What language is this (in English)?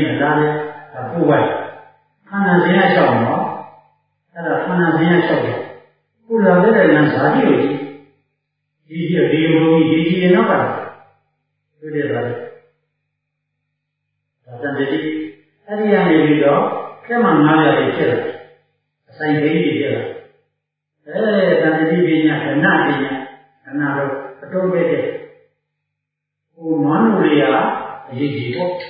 Burmese